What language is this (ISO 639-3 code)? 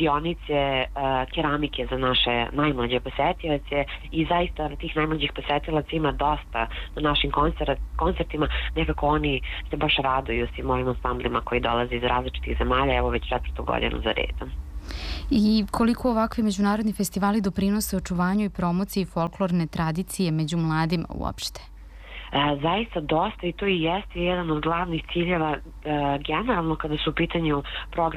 srp